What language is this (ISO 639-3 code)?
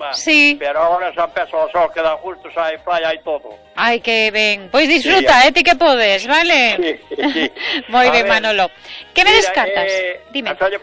glg